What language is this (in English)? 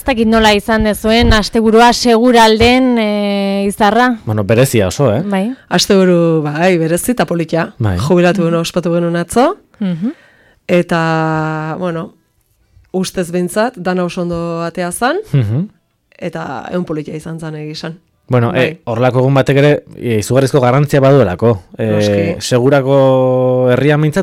Basque